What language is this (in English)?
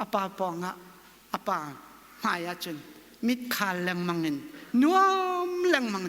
Hakha Chin